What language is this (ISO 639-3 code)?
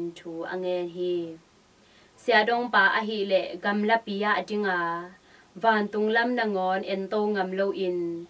ctd